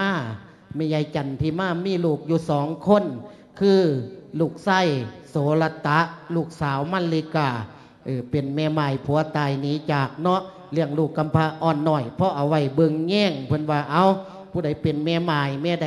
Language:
Lao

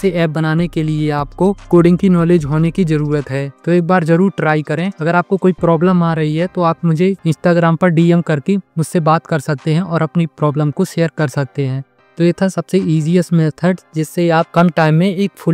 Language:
Hindi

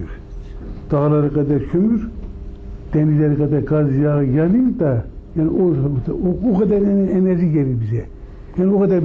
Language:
Turkish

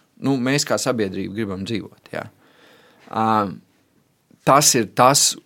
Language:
Latvian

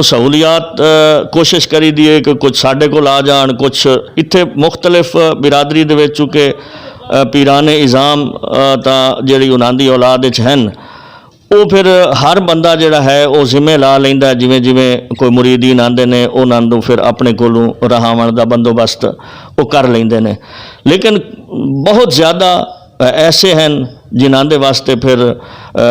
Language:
Western Panjabi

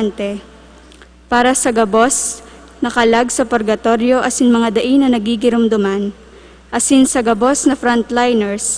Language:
Bikol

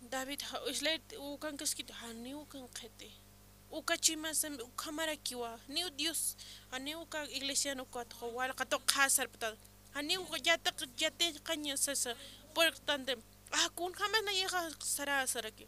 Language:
Aymara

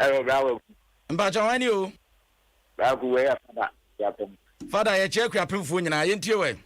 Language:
Akan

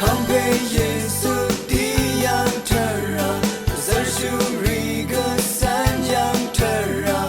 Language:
Rawang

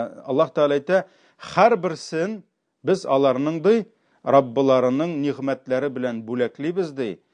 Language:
Tatar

